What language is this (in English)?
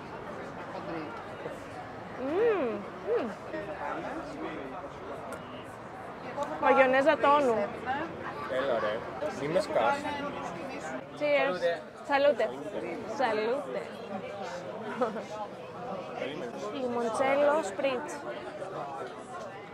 Greek